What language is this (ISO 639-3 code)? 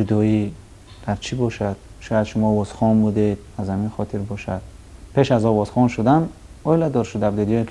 tgk